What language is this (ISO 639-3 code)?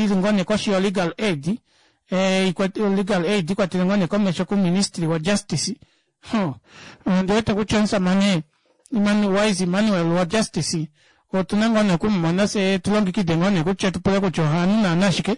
kua